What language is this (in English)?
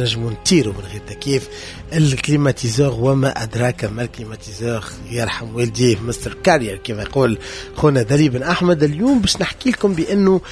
Tunisian Arabic